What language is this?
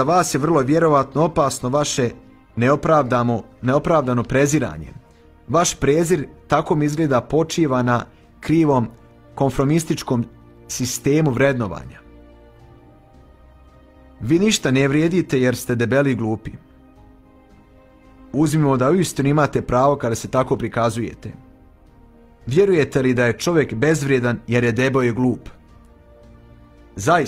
Croatian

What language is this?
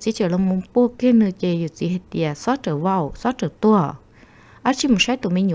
Hmong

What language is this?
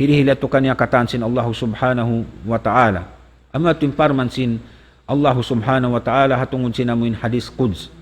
Tausug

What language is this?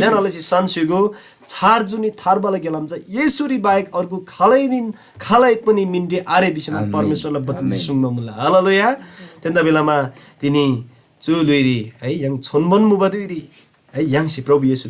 Eastern Tamang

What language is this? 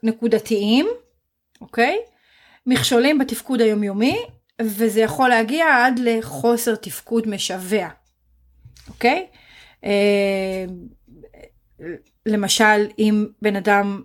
Hebrew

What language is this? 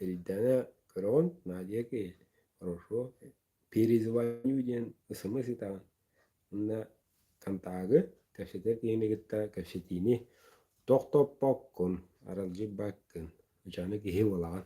Yakut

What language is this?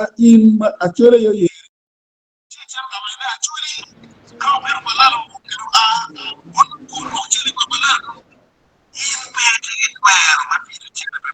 Acoli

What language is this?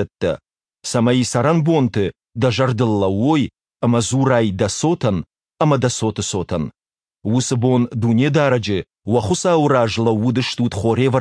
Ossetic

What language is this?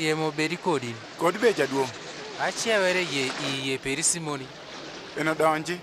Adhola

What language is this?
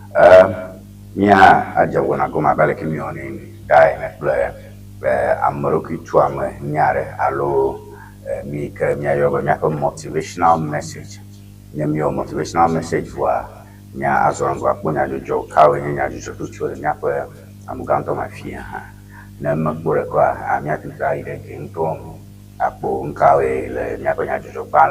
Ewe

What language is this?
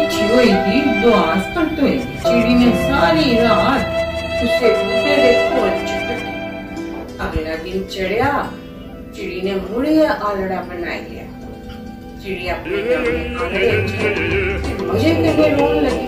Dogri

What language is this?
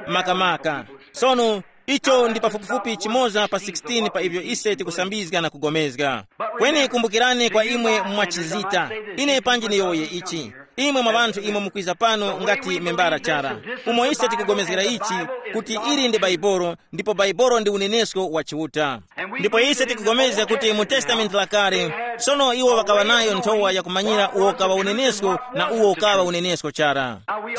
Tumbuka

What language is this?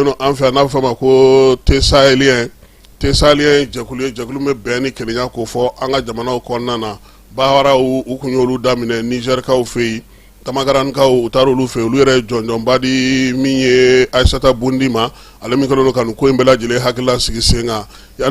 Bambara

